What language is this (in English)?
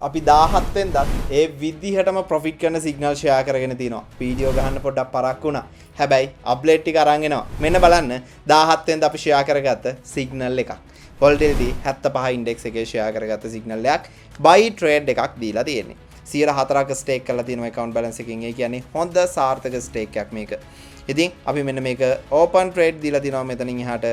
Sinhala